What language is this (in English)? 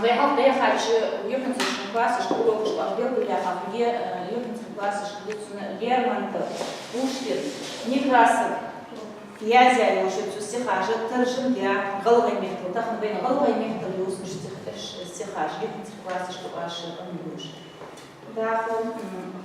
Ingush